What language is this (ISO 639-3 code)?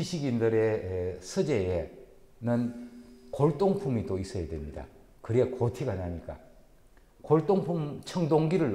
kor